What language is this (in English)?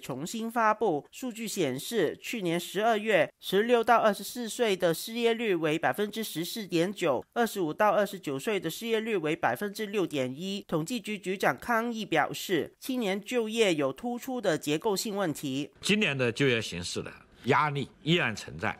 Chinese